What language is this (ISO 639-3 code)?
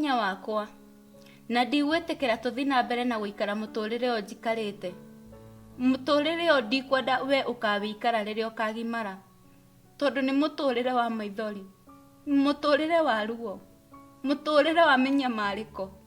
kik